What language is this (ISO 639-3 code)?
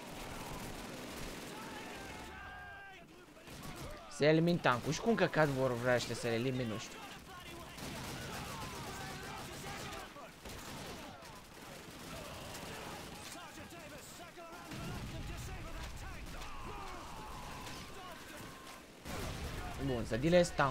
ron